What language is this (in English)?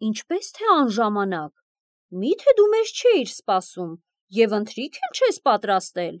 Armenian